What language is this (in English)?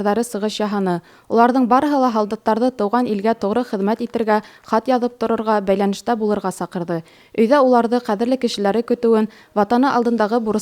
Bashkir